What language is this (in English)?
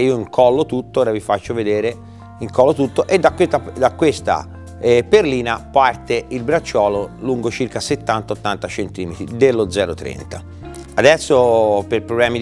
Italian